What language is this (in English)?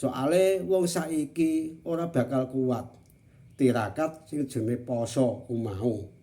Javanese